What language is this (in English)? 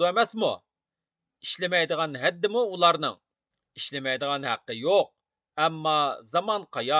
Uyghur